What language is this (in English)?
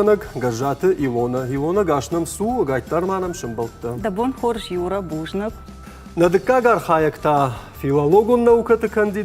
Ossetic